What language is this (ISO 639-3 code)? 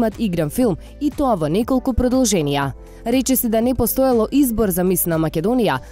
mkd